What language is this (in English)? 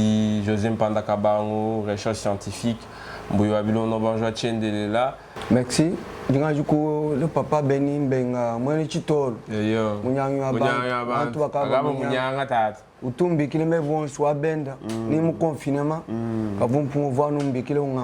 Luba-Lulua